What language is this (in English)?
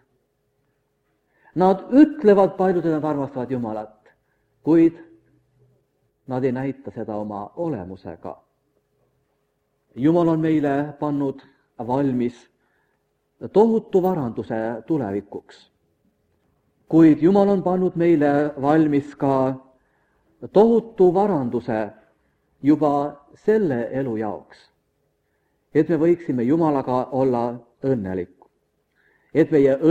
Estonian